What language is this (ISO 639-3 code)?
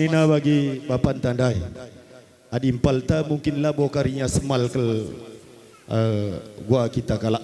btx